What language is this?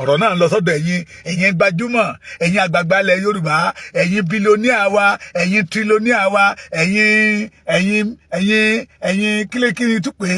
Yoruba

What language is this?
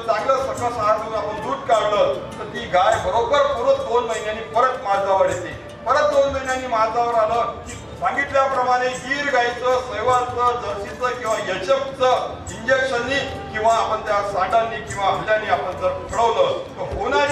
Marathi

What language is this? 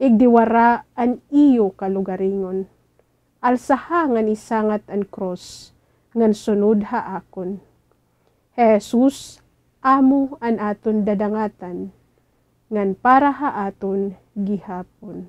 Waray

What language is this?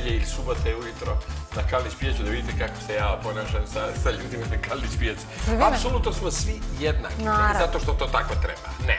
Serbian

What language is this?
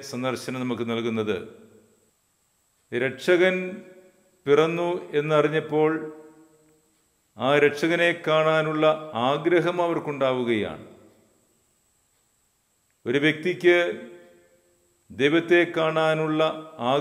Malayalam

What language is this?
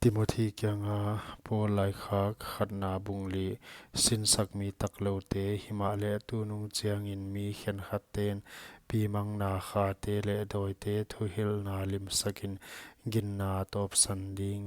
Paite Chin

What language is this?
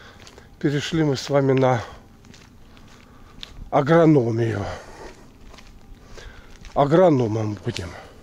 Russian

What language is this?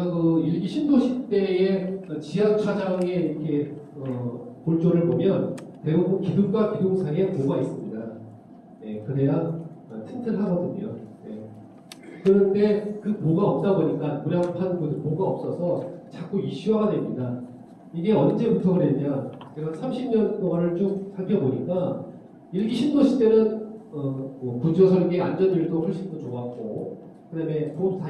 Korean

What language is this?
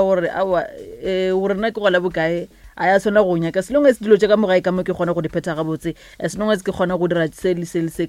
Northern Sotho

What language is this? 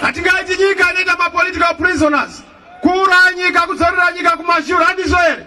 Shona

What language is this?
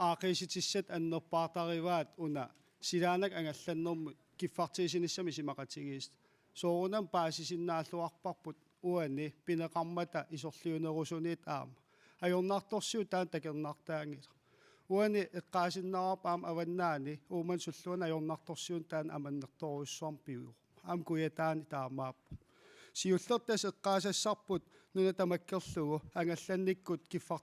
Kalaallisut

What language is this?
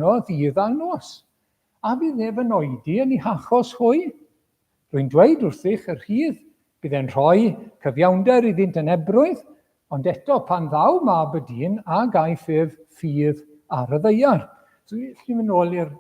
Welsh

